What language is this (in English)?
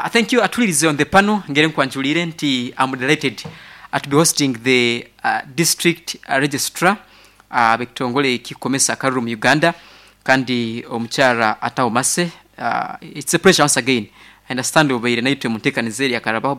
Nyankole